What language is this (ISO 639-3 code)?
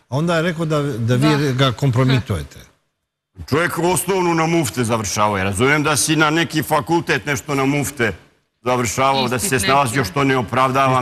srp